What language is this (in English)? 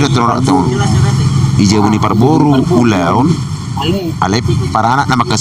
Batak Toba